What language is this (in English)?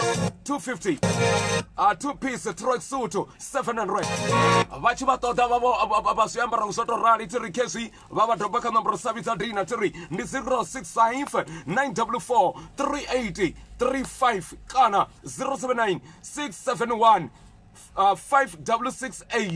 Venda